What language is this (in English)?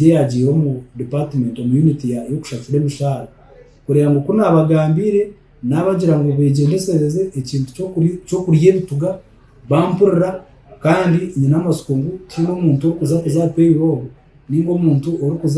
Nyankole